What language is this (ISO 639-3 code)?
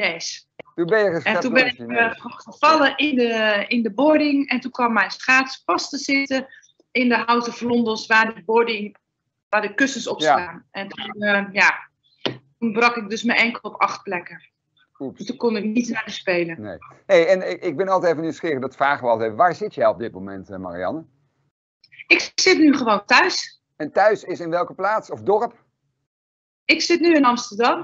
nld